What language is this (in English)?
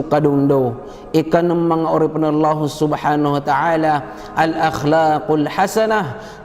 Maranao